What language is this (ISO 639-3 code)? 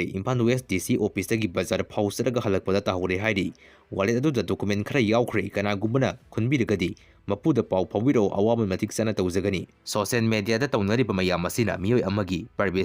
mni